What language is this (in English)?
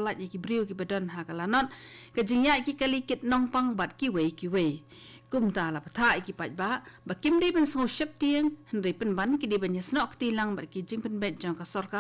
Khasi